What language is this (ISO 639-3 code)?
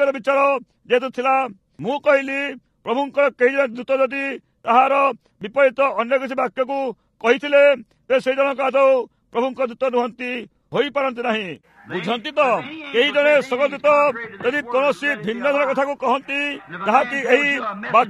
ori